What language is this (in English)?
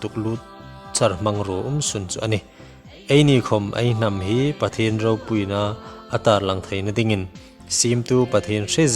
Hmar